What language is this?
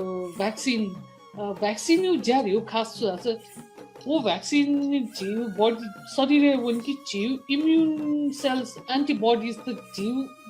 Newari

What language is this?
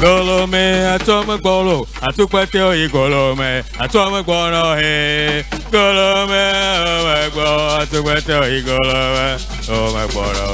Ewe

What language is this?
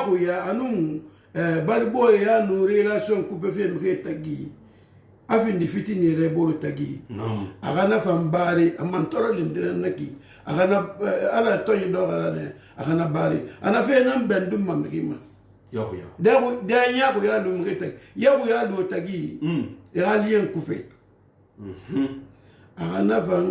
Susu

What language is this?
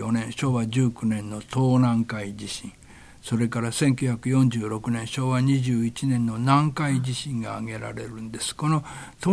Japanese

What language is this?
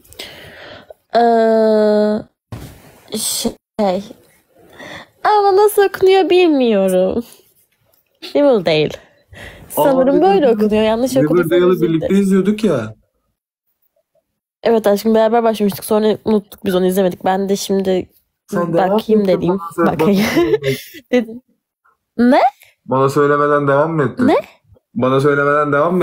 Turkish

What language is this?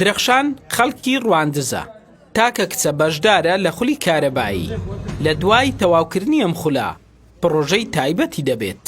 Central Kurdish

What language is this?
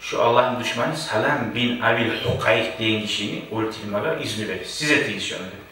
Kumyk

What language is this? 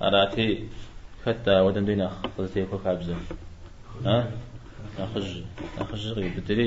Kabardian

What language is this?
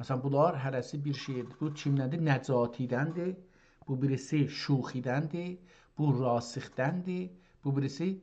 South Azerbaijani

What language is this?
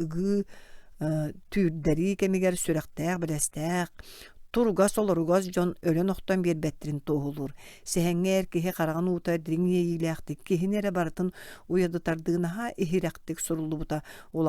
Yakut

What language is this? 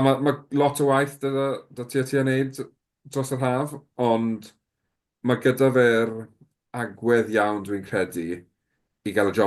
Welsh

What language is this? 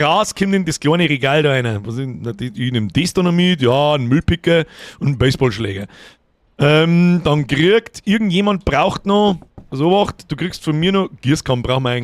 Bavarian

